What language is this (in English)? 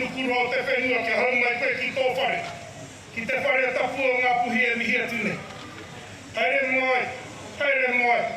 Māori